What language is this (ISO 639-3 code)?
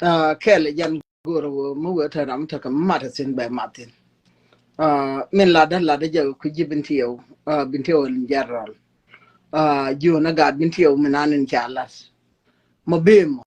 nus